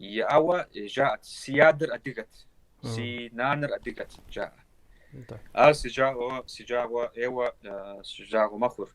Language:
Kabardian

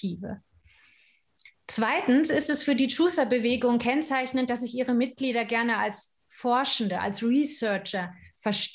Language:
German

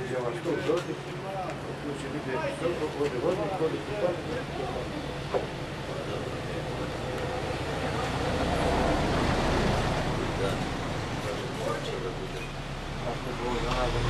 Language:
Bosnian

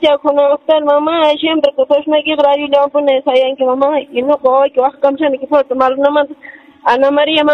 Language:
Quechua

